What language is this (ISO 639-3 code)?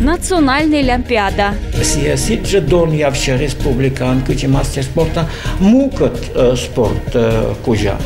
kom